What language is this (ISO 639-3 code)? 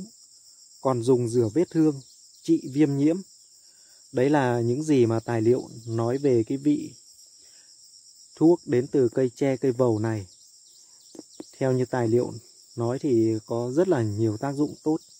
vie